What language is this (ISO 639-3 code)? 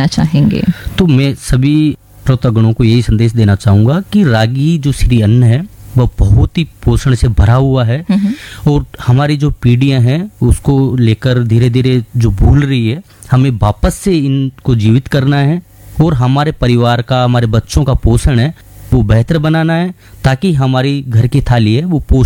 hin